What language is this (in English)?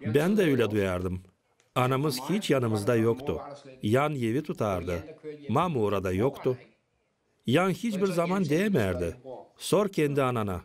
Gagauz